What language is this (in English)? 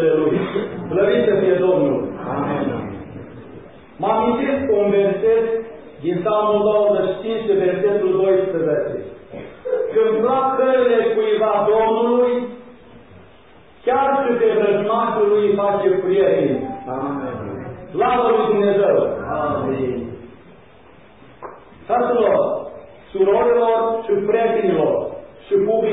Romanian